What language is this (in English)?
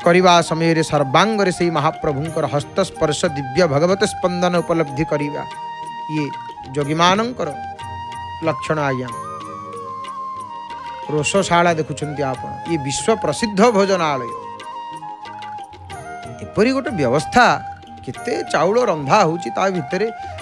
Odia